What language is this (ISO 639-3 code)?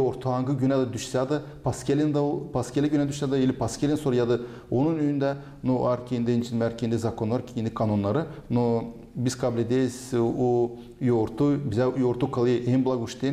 gag